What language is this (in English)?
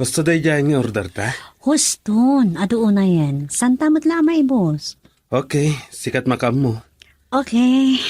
Iloko